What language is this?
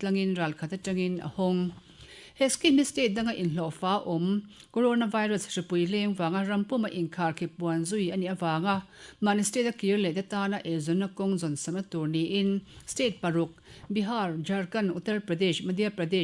Mizo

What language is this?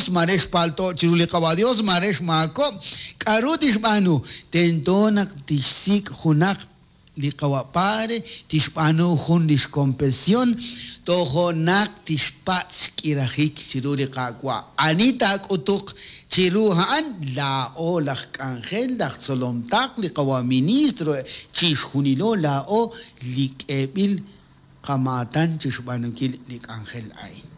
Kekchí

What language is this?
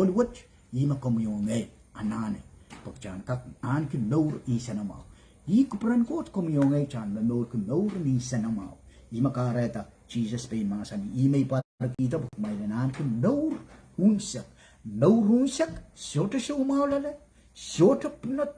Pohnpeian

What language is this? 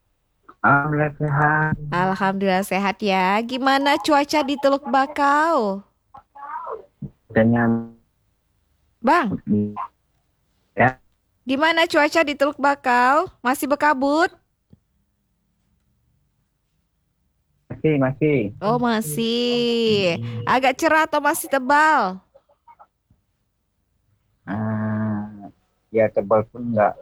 Indonesian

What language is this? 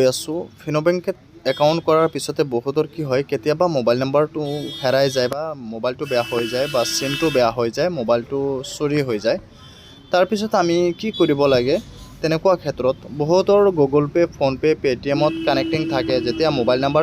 Assamese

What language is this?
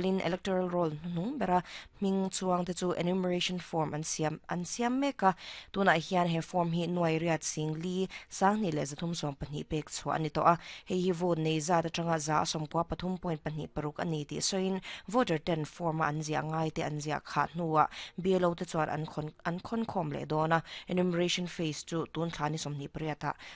Mizo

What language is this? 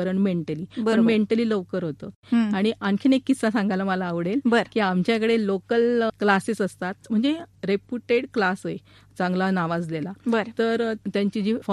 Marathi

